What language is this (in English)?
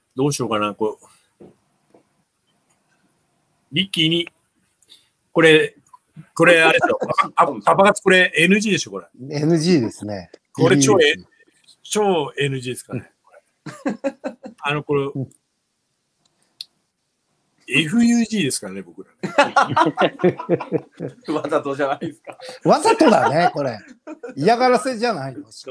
Japanese